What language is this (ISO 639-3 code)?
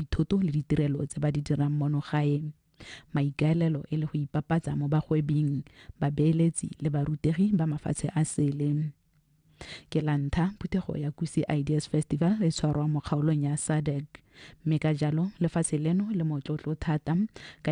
tsn